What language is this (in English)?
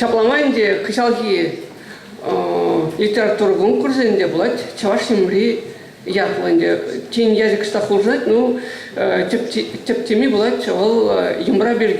Chuvash